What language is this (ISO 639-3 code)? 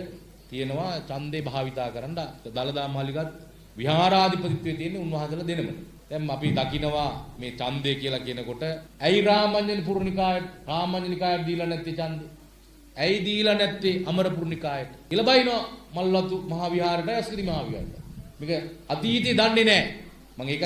sin